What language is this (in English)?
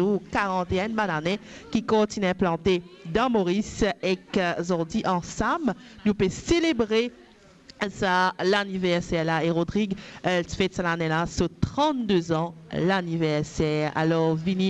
Morisyen